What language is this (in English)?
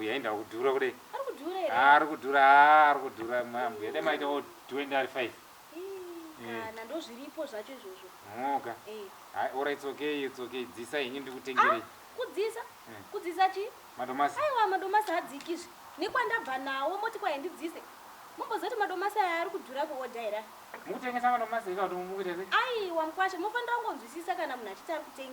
Shona